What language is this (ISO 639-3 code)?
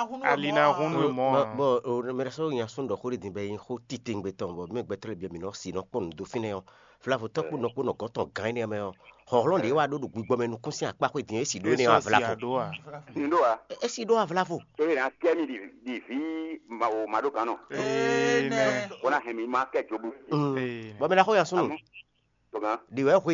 fon